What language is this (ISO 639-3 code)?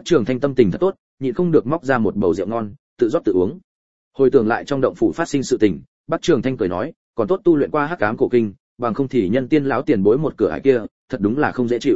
vie